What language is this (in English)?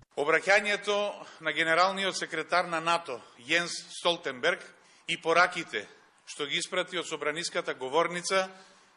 Macedonian